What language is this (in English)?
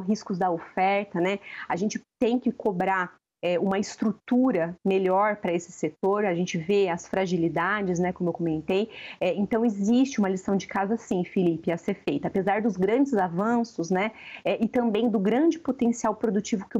Portuguese